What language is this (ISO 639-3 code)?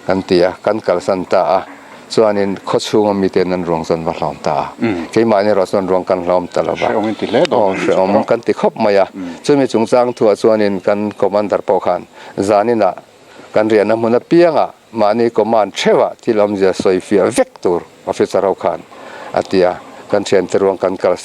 lus